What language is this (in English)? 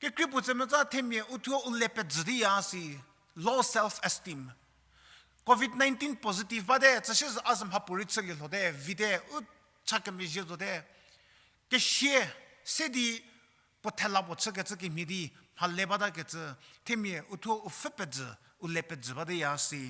Angami Naga